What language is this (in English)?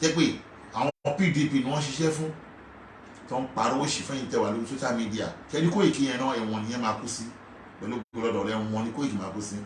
Yoruba